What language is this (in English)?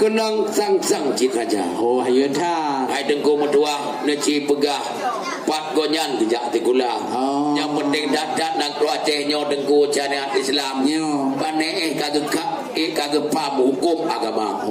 Achinese